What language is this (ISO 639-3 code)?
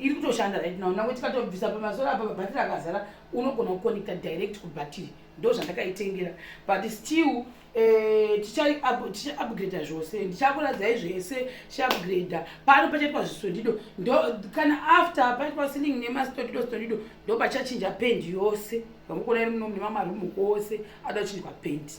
sna